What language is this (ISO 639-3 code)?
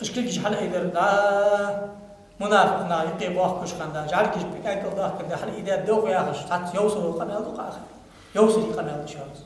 inh